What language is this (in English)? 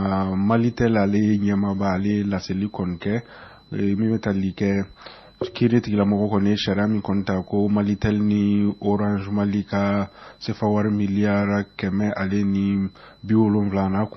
Bambara